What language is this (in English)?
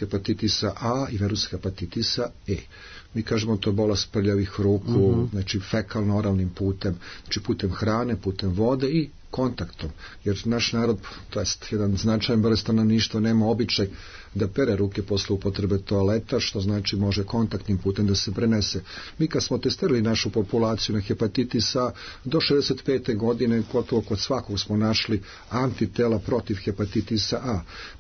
Serbian